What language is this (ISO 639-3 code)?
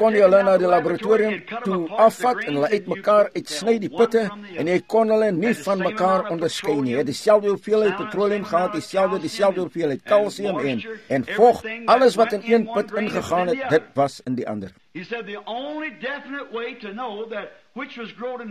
afr